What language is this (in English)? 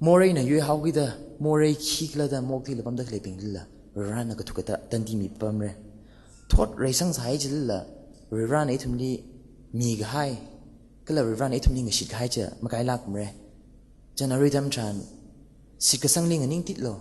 Tangkhul Naga (India)